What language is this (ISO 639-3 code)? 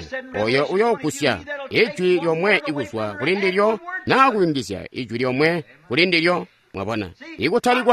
toi